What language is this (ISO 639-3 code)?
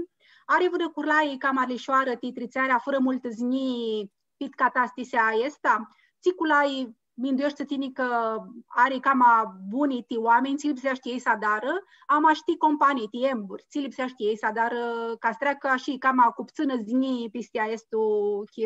rup